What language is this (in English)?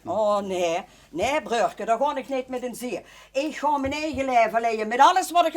Limburgish